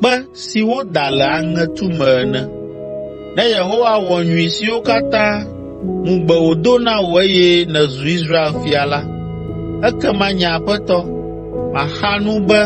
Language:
Ewe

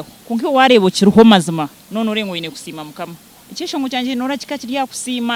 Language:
Nyankole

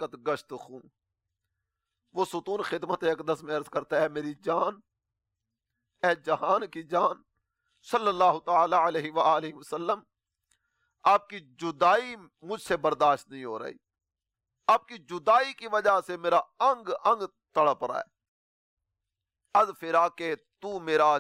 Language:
Urdu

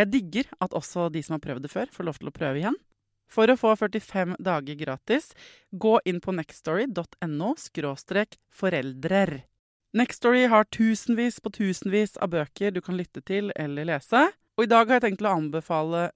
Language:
Norwegian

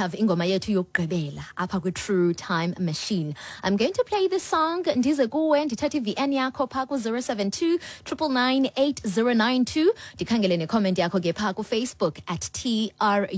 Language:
Xhosa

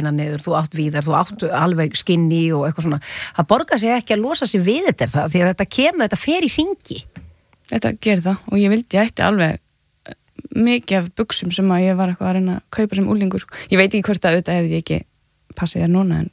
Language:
Icelandic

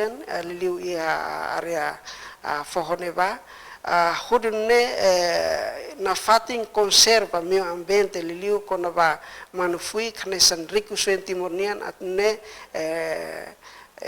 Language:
Tetum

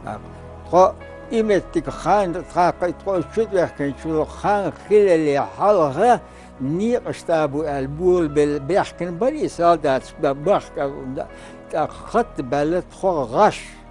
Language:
Chechen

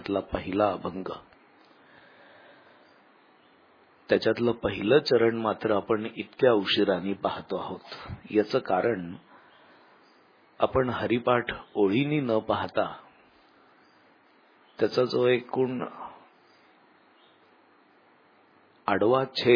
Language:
Marathi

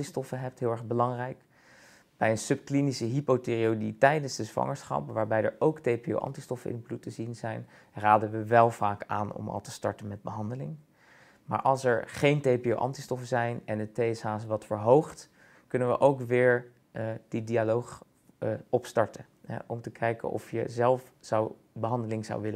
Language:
Dutch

